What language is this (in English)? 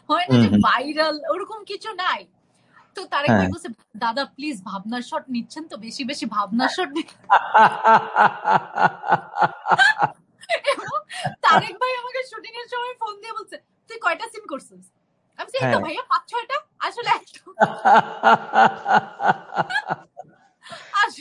Bangla